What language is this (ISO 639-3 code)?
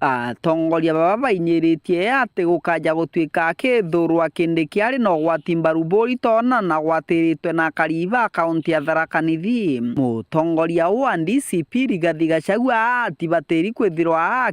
mer